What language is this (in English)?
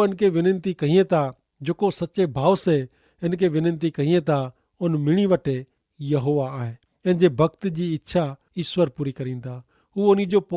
Kachhi